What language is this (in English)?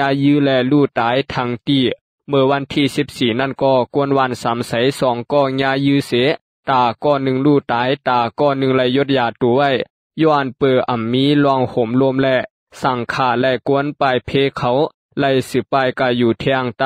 Shan